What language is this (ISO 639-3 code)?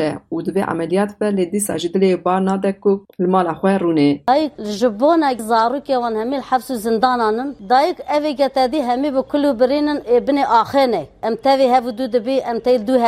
kur